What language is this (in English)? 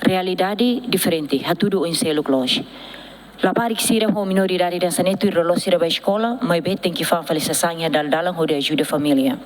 Tetum